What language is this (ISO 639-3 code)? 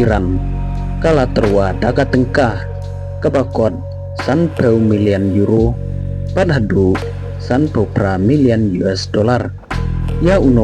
kha